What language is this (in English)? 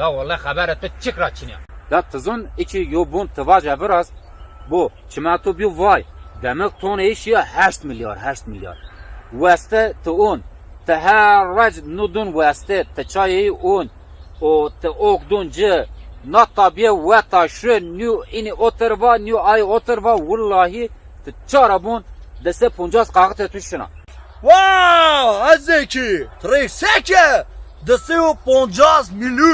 Zaza